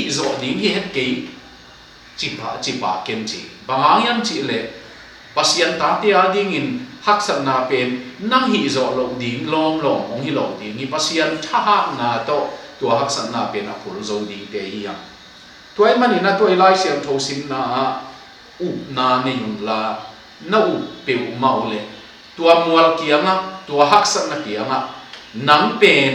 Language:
Tedim Chin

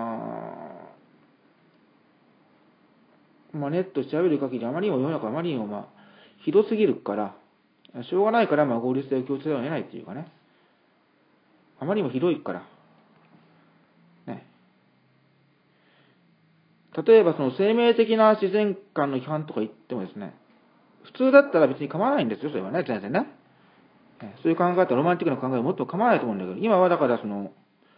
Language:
Japanese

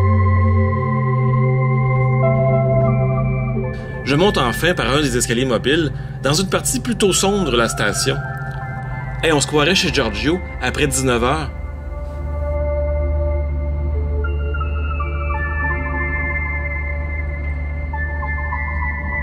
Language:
French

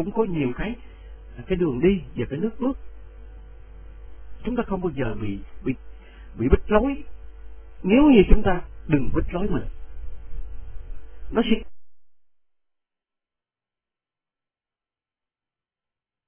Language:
Vietnamese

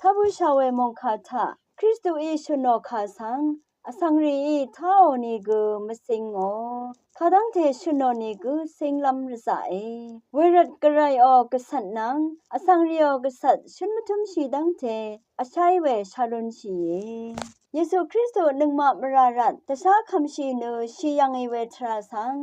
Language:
Rawang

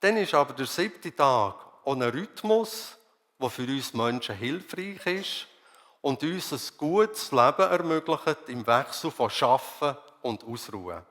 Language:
Swiss German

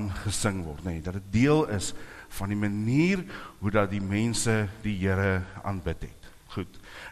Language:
Afrikaans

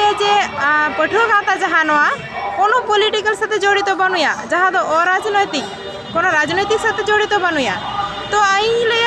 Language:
Santali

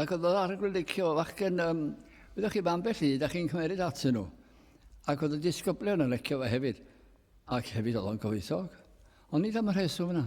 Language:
Welsh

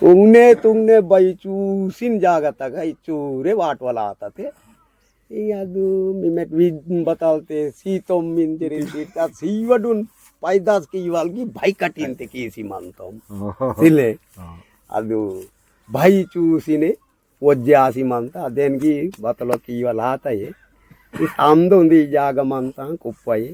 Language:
Aheri Gondi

